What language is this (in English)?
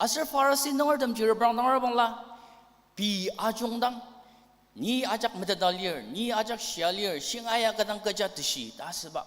Ao Naga